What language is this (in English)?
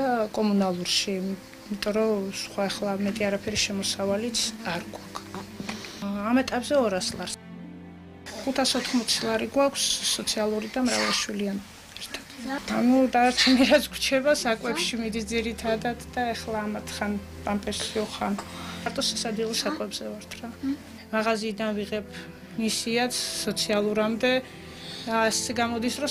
Georgian